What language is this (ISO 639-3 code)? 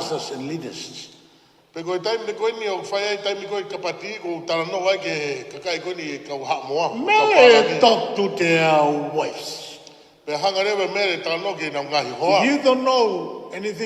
ton